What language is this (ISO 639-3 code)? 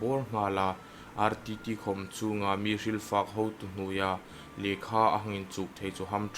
hmr